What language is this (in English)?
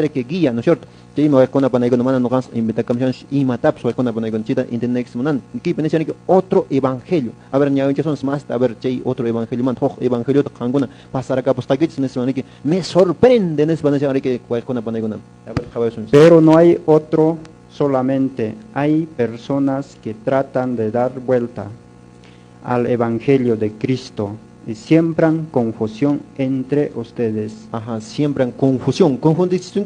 Quechua